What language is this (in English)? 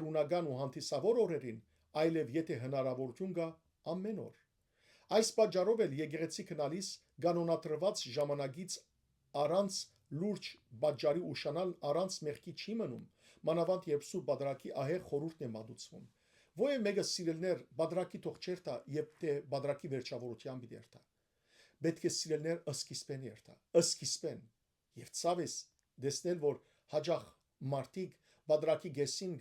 Western Armenian